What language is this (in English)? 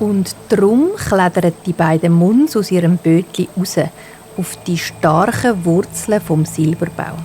Swiss German